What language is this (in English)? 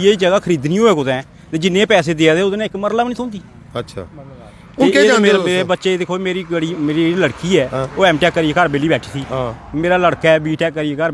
Dogri